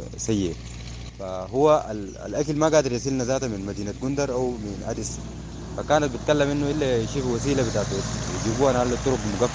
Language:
Sudanese Arabic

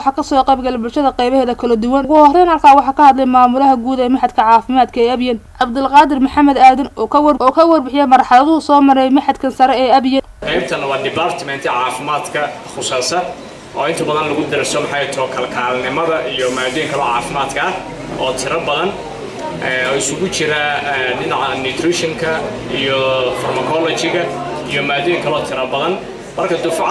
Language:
Somali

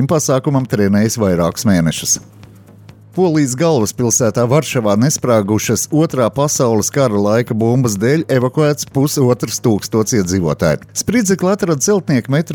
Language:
Latvian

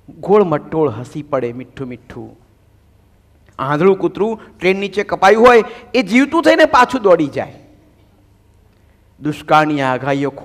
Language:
Gujarati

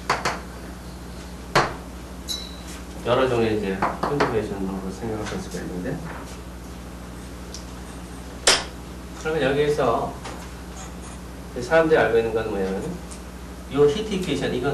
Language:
Korean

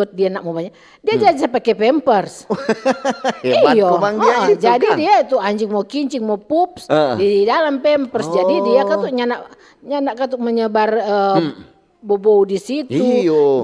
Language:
Manado Malay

